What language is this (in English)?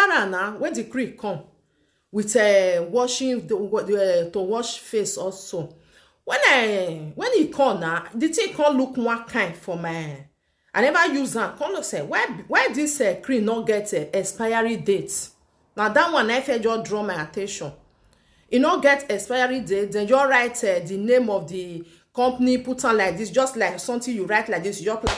Nigerian Pidgin